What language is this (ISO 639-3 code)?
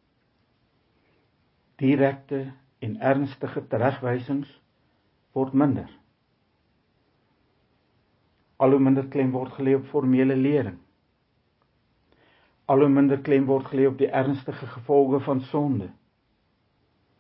afr